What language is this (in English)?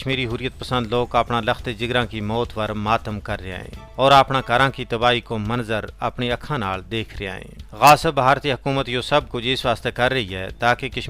Gujari